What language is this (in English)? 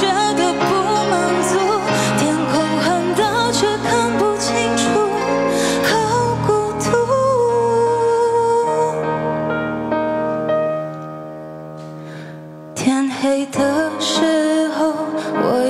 Chinese